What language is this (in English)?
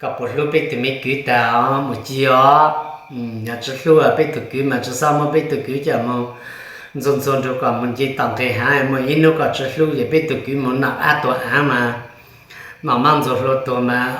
Hmong